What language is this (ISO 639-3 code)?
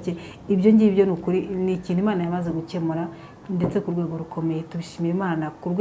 kin